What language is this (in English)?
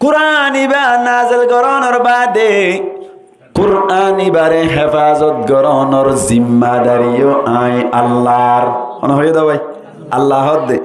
Rohingya